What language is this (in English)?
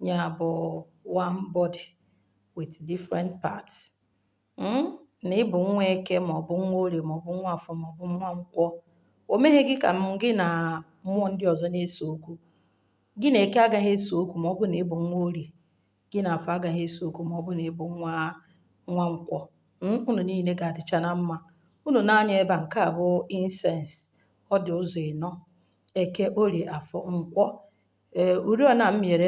Igbo